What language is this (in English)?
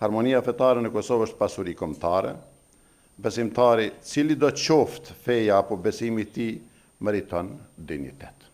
Albanian